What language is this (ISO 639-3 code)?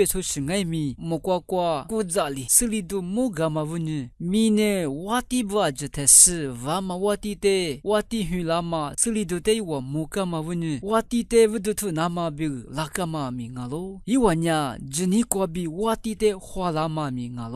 lis